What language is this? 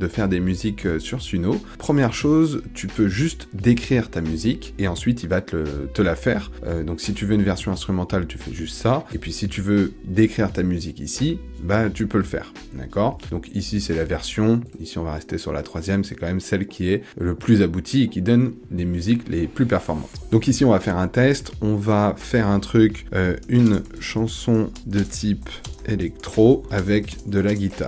French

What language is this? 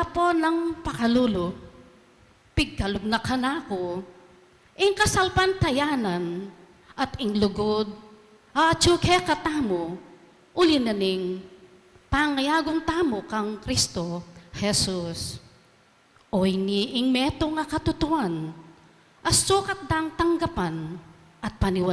Pampanga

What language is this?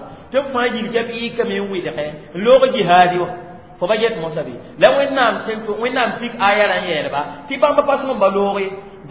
Mossi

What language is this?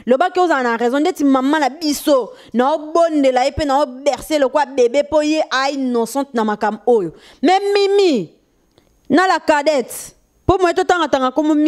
Lingala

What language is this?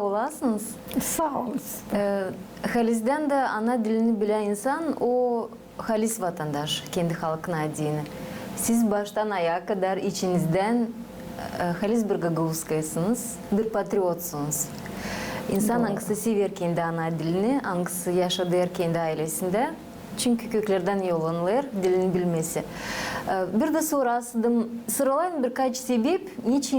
Gagauz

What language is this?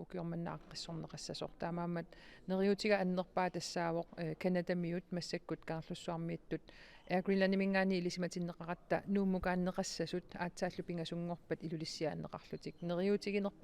Kalaallisut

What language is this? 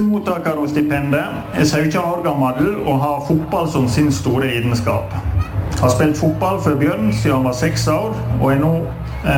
Norwegian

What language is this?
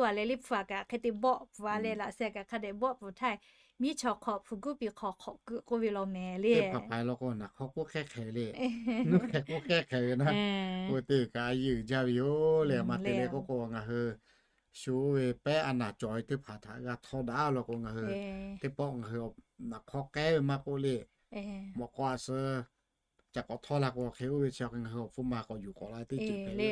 Lahu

